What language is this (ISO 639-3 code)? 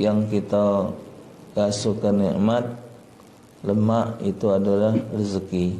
mui